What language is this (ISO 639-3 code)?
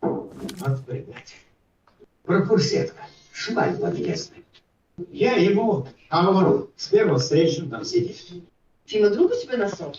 sah